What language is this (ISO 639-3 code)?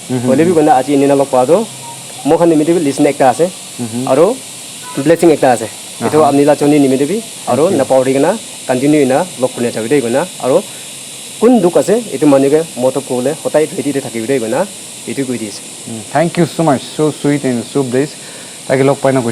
nag